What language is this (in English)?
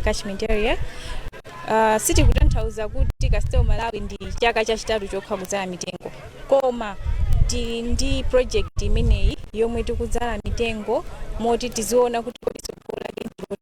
Nyanja